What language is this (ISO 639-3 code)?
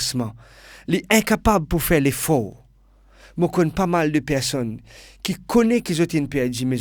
mfe